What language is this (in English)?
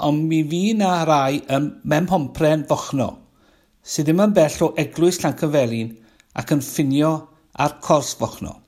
Welsh